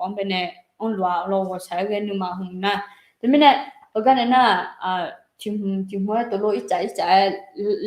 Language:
Akha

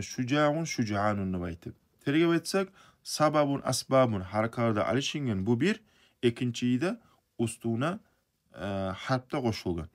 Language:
Kumyk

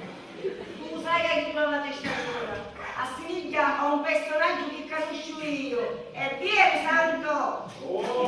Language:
Sicilian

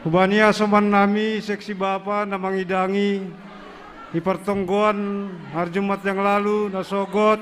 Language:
Batak Simalungun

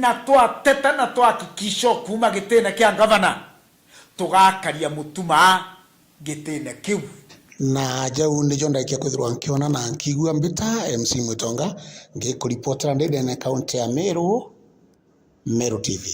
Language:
Meru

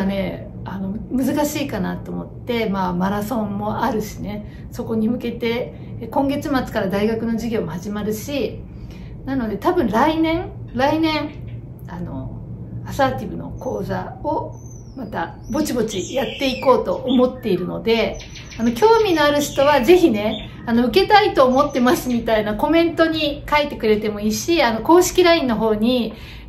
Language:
Japanese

